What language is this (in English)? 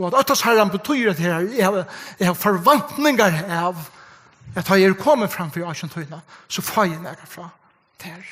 Faroese